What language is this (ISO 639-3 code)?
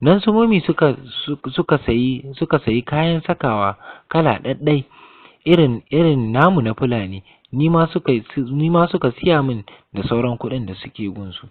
hau